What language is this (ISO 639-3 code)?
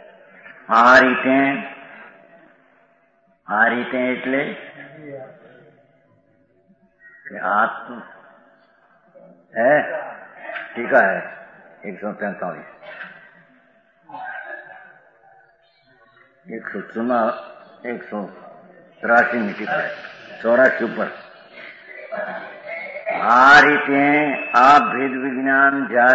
guj